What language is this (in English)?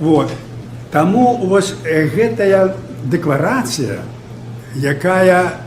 Belarusian